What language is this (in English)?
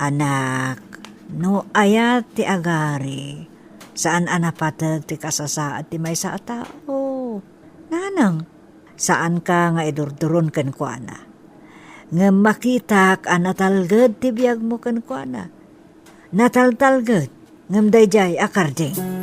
Iloko